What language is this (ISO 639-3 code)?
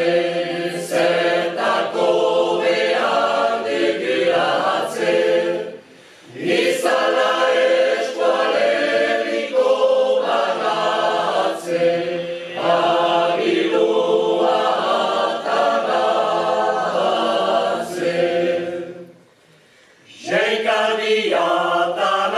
eus